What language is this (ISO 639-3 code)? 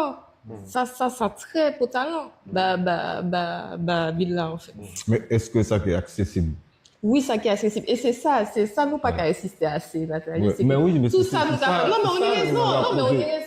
gcf